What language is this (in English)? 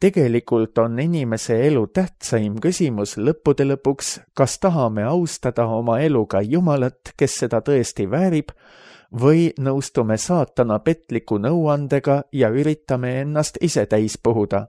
Estonian